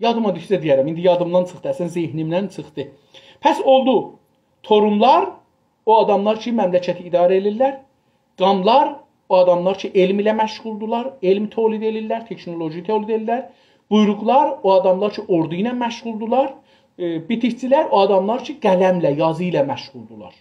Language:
South Azerbaijani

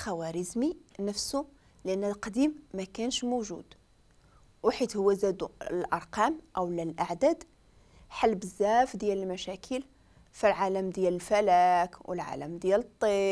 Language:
Moroccan Arabic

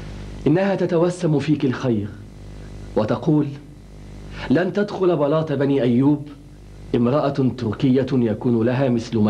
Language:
Arabic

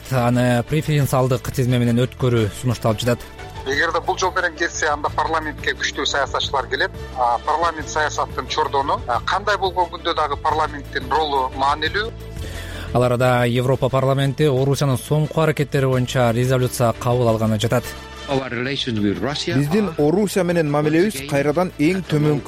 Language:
Kyrgyz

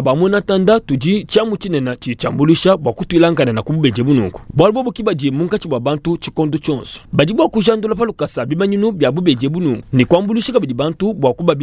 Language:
Luba-Lulua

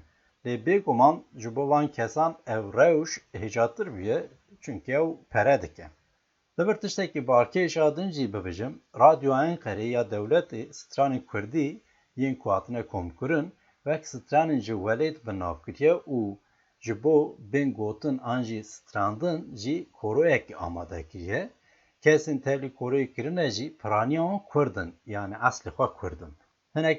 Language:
Kurdish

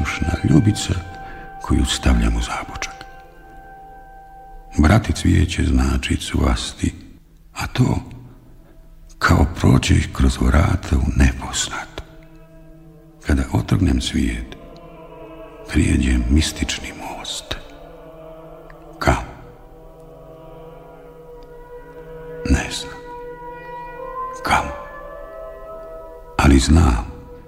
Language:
Bosnian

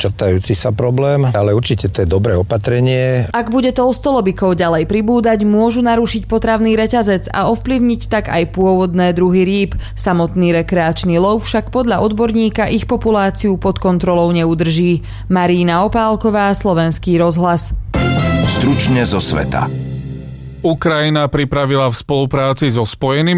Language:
Slovak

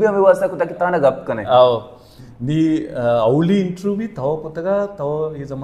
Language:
Baluchi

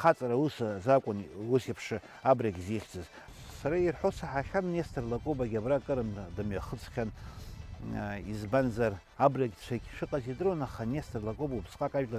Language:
Abkhazian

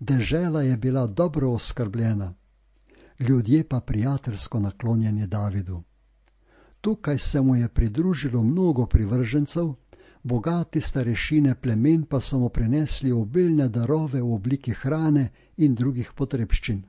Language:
Slovenian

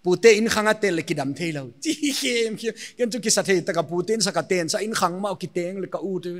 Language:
Paite Chin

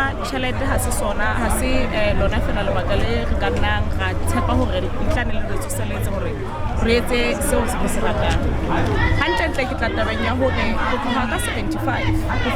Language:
Southern Sotho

